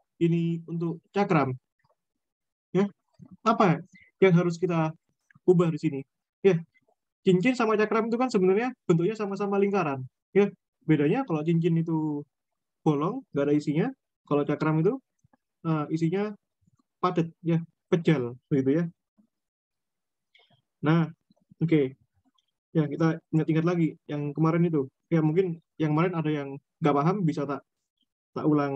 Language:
Indonesian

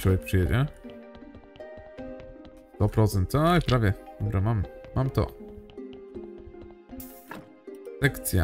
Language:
Polish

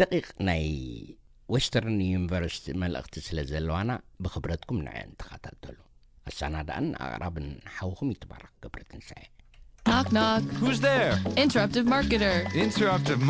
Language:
Tigrinya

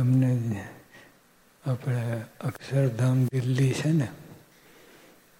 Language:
Gujarati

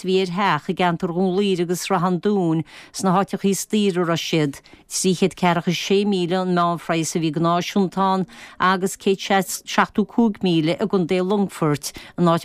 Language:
Irish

